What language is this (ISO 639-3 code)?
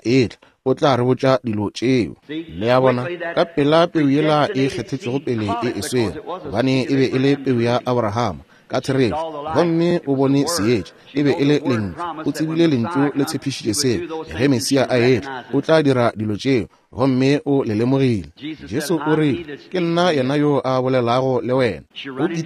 nso